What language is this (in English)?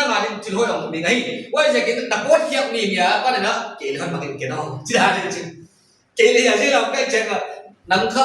Paite Chin